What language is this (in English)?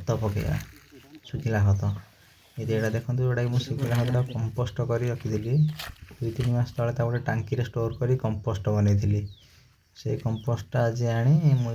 Odia